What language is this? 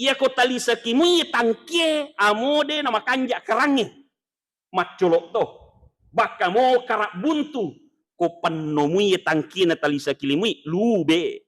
Buginese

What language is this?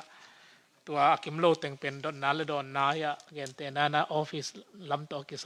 Tedim Chin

